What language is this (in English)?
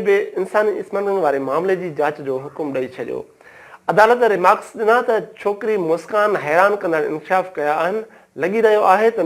Sindhi